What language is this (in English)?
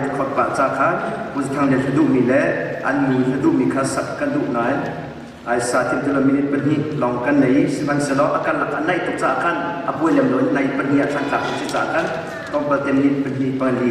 Hakha Chin